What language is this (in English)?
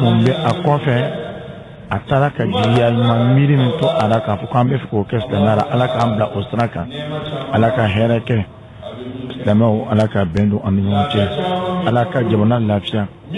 Bambara